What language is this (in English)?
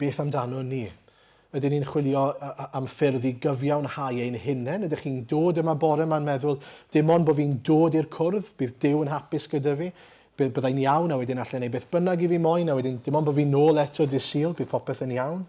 Welsh